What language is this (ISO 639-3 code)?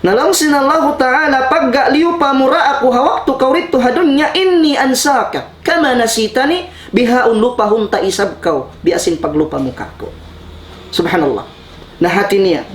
tsg